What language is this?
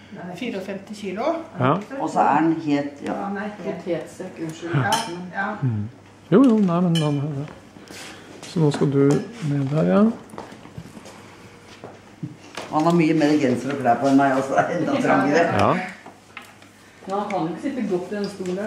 Norwegian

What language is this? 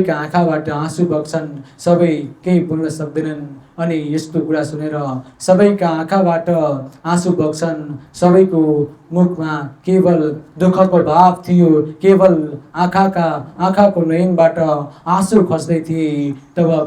Nepali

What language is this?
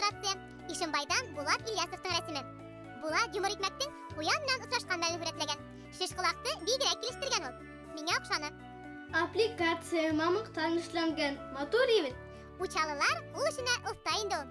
Bashkir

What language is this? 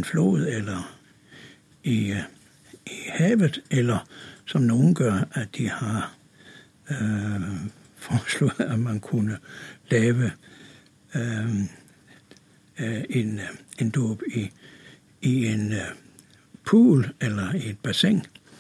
Danish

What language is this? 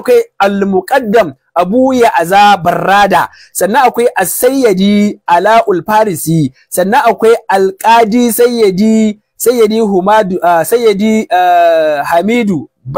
Hausa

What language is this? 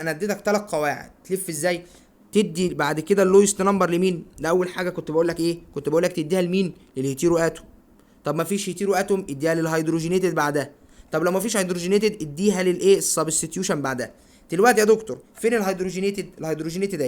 Egyptian Arabic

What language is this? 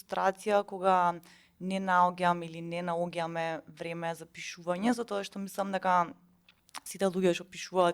Macedonian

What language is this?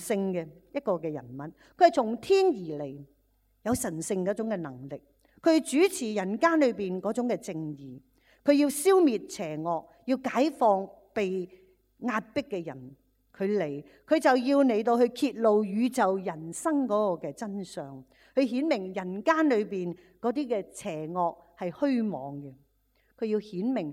Cantonese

